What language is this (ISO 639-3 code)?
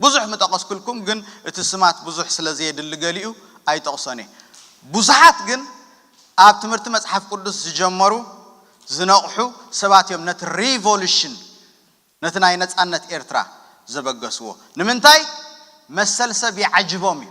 tir